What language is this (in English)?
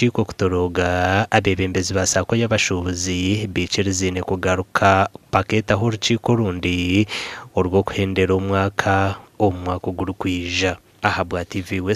Nyankole